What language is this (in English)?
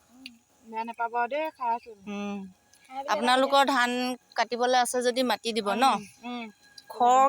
Assamese